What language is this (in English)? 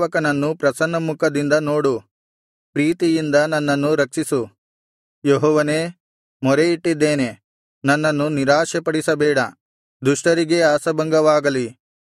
Kannada